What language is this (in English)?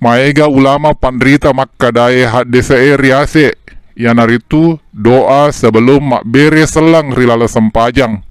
Buginese